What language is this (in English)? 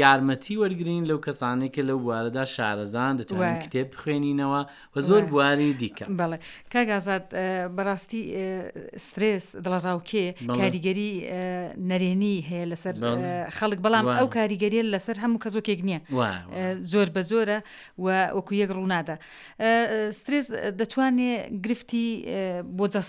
Central Kurdish